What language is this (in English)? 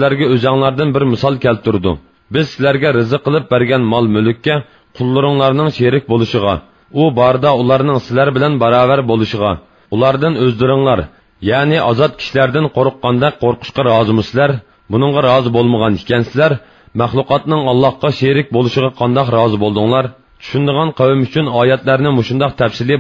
Uyghur